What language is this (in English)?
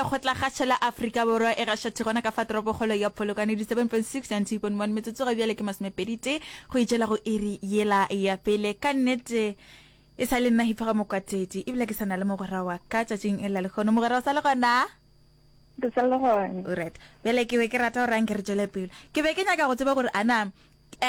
Northern Sotho